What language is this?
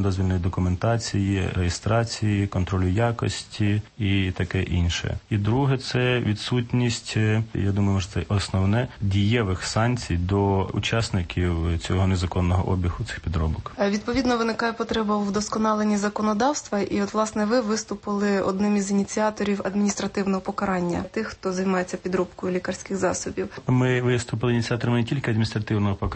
Ukrainian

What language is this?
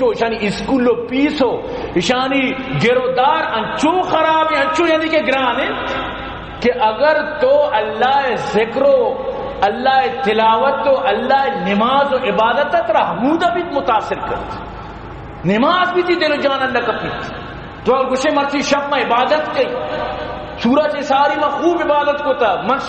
Baluchi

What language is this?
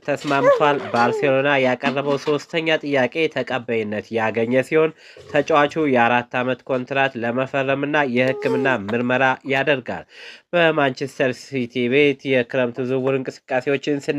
Amharic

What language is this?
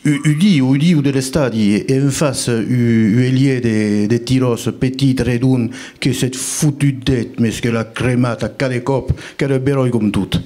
Occitan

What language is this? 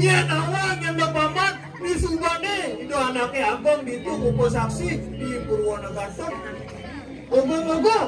Balinese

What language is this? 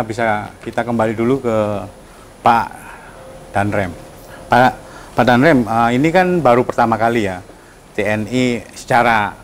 Indonesian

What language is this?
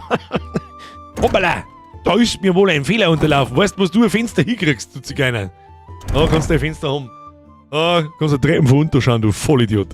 Bavarian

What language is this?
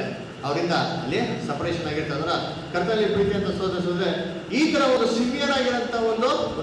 Kannada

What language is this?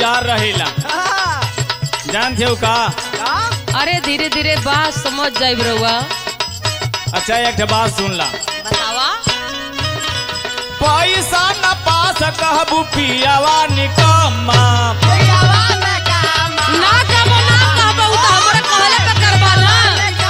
Bhojpuri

